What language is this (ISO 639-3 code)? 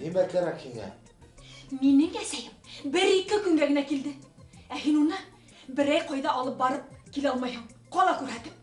bak